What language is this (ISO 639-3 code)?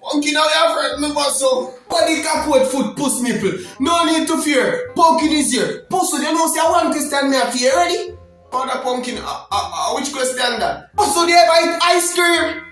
jam